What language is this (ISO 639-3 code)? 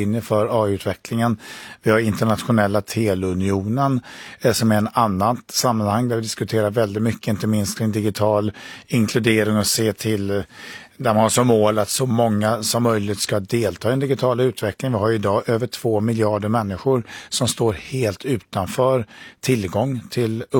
swe